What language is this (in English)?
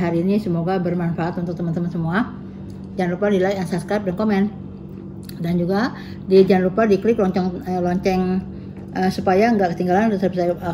Indonesian